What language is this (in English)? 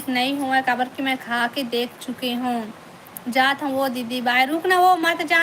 Chhattisgarhi